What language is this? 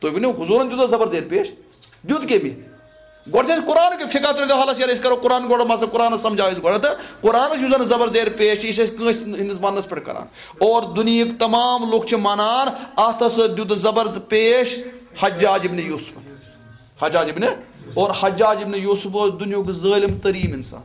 Kashmiri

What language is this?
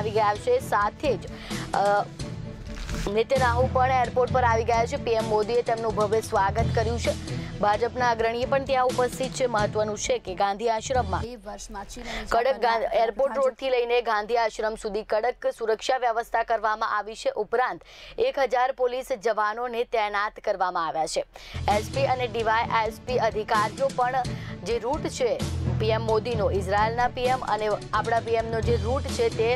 Gujarati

